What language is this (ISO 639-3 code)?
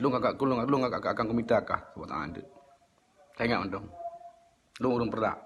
ace